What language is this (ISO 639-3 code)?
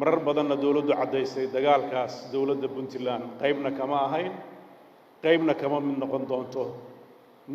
som